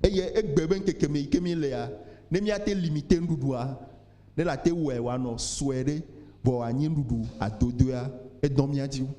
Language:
Ewe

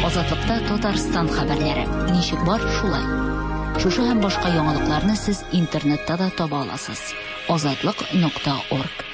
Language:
Tatar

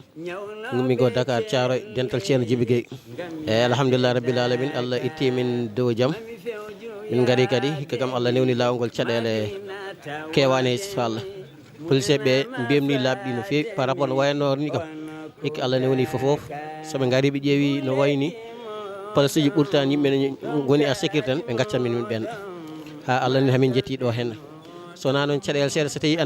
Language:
Fula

